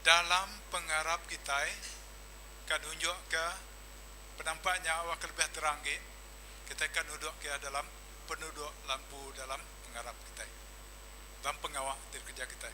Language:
Iban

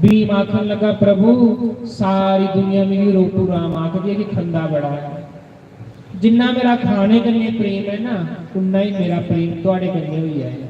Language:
Dogri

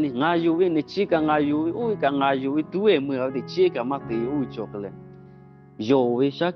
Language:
Lahu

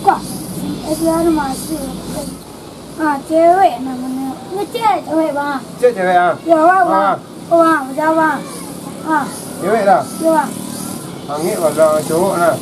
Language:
Minangkabau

